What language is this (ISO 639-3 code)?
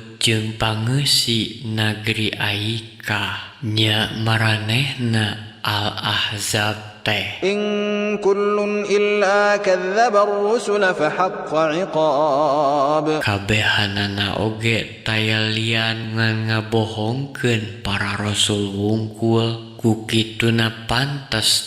sun